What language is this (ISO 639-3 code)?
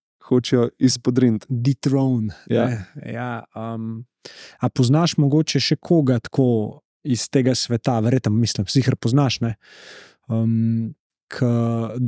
slv